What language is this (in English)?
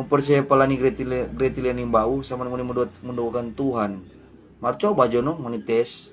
Manado Malay